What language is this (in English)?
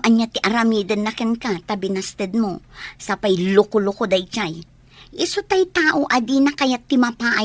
Iloko